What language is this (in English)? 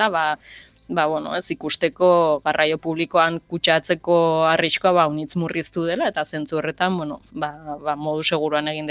Basque